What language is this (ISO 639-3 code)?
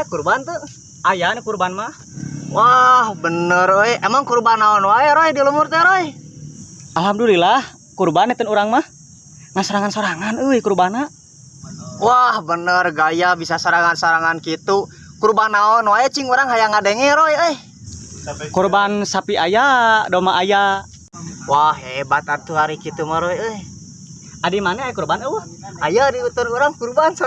sun